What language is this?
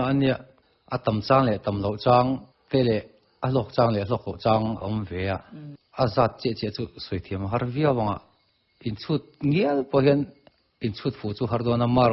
Mizo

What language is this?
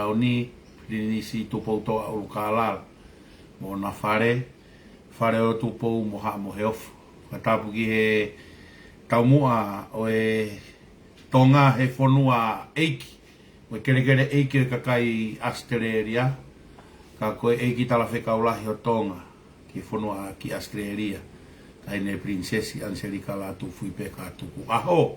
Tongan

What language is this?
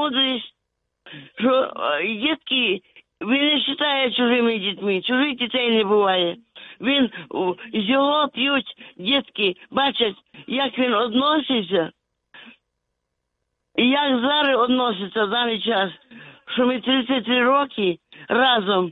Ukrainian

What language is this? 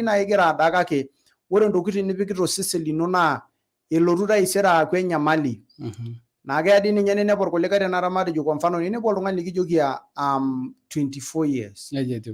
Masai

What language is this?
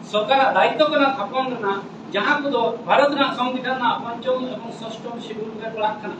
Santali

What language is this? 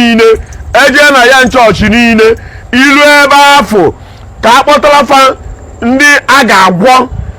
Igbo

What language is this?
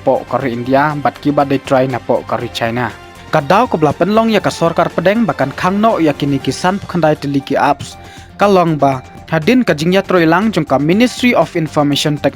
Khasi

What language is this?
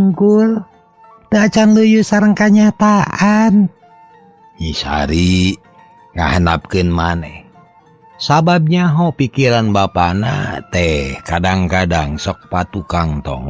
Sundanese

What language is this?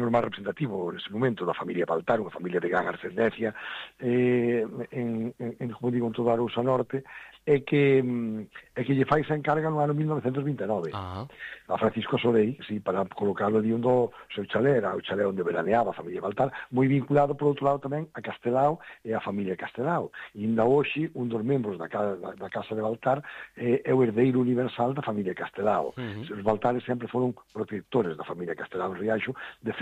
Galician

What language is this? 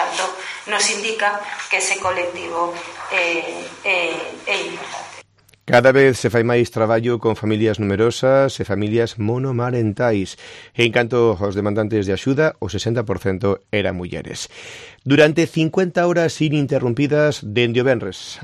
Galician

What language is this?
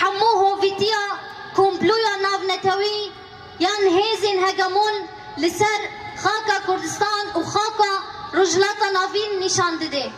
Kurdish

